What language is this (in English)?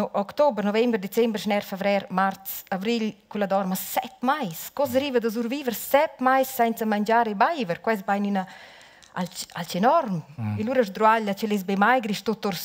Romansh